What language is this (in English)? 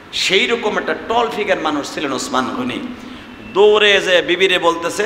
Bangla